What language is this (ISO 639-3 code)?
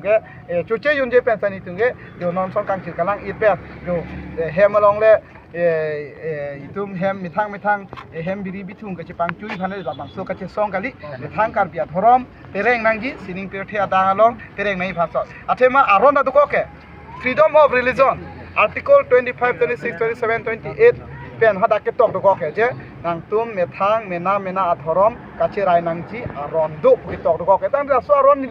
mjw